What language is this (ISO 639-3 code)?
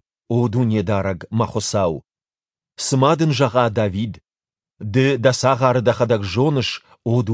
oss